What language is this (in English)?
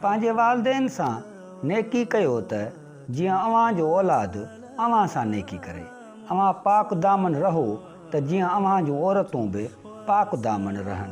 Sindhi